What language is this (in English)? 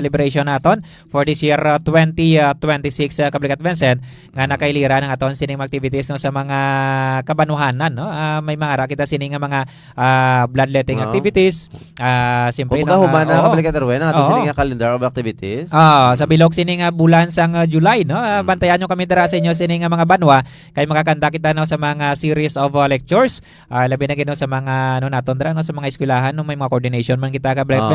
Hiligaynon